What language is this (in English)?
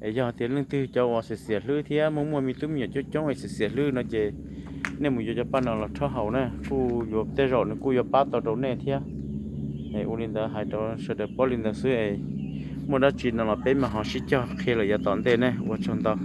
Hmong